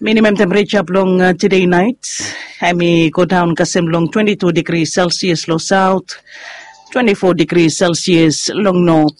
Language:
Bislama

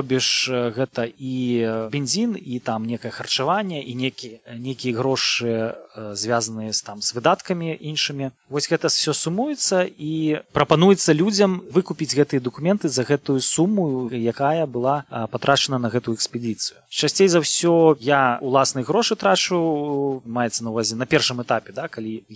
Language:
Belarusian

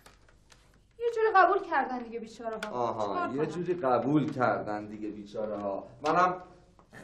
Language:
Persian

